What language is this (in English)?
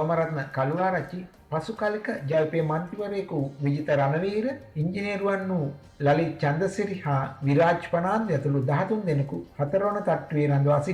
Sinhala